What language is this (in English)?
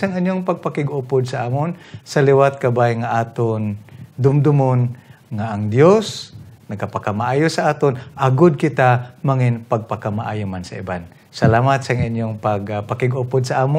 Hiligaynon